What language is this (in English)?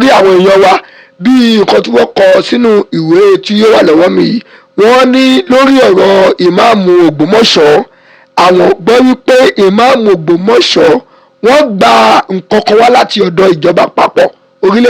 Yoruba